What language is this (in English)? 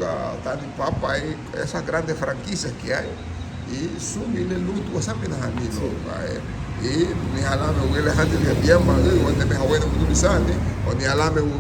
Garifuna